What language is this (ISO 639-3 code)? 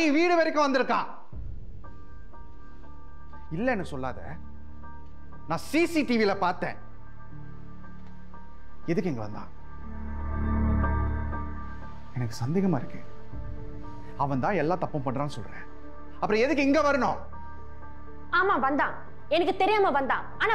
tam